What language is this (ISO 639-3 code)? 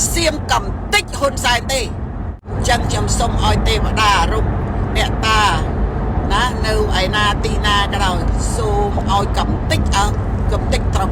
khm